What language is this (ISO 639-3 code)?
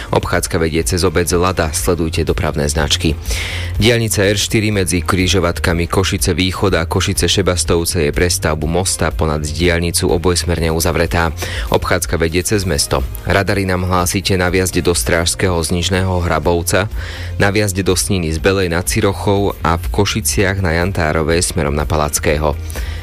slk